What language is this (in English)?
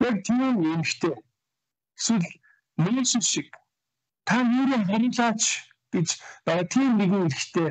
Mongolian